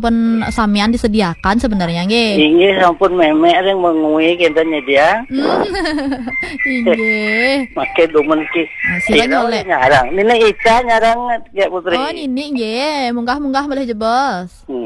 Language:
Balinese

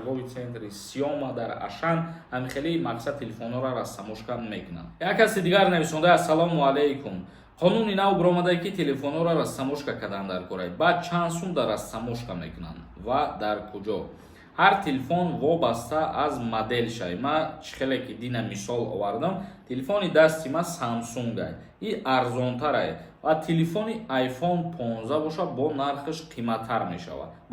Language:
Tajik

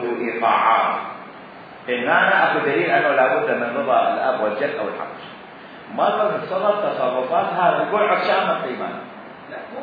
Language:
Mesopotamian Arabic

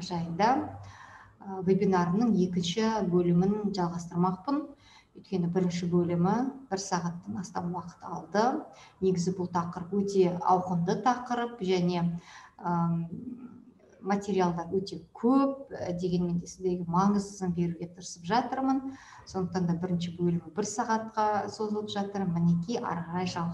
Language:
Kazakh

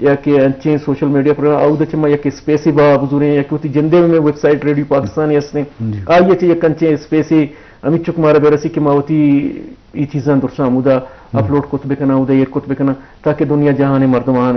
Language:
Eastern Balochi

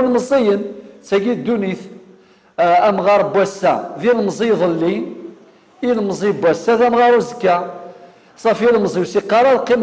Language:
Kabyle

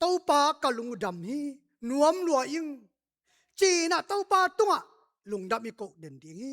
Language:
Tedim Chin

